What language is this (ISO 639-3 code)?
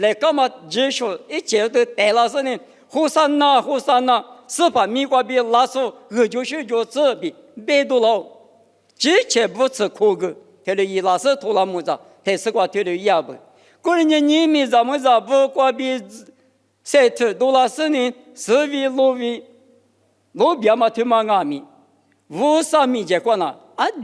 lis